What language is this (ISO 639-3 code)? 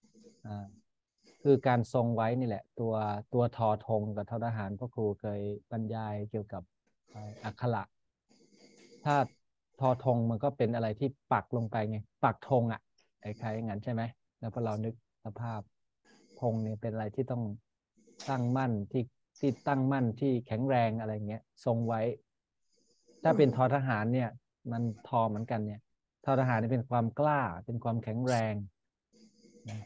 tha